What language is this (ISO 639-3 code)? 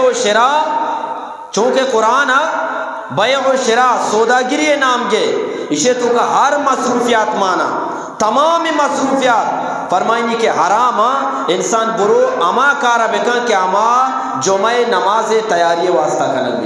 bgp